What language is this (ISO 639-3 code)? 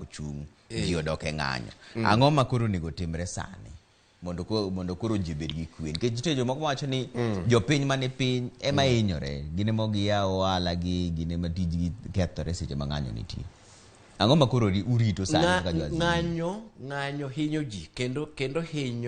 luo